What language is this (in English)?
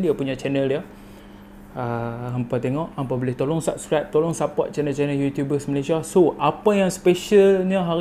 Malay